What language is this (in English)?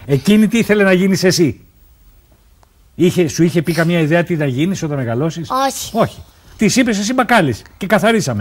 Greek